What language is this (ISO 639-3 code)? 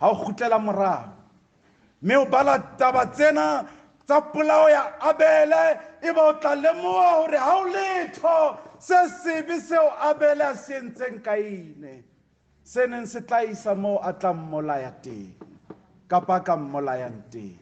sot